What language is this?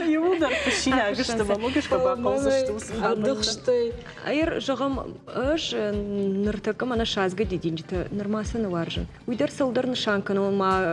Ossetic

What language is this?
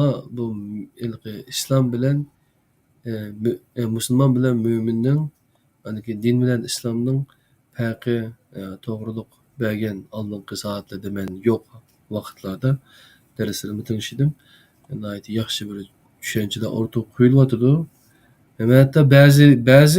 Uyghur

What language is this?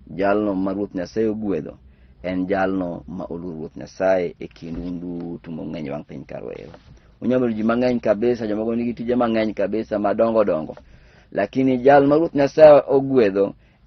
Luo (Kenya and Tanzania)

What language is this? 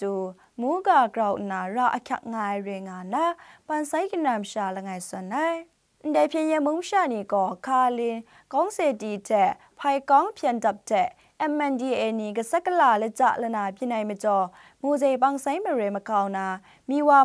Kachin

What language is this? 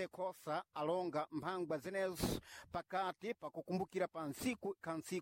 Sena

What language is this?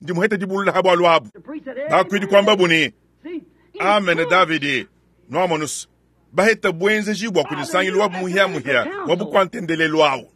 Luba-Lulua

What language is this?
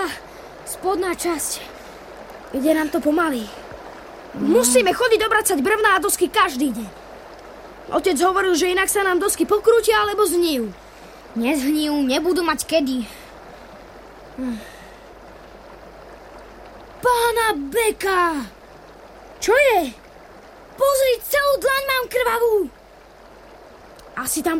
Slovak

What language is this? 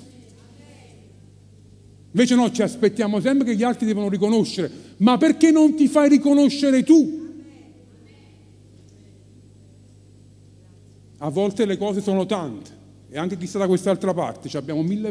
Italian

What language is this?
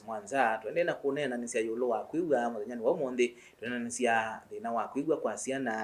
Kamba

